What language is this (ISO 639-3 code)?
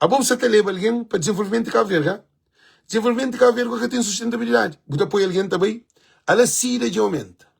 kea